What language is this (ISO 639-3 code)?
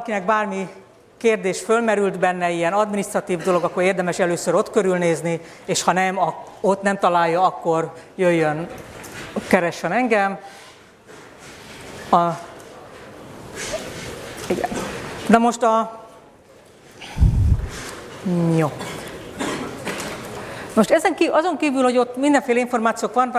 hun